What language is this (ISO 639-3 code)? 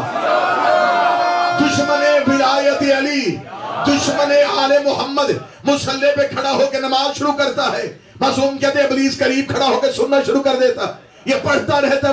urd